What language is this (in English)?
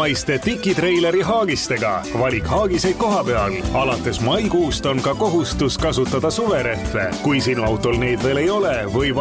Estonian